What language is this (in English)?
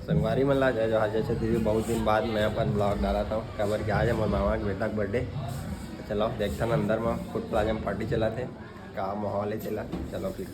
Chhattisgarhi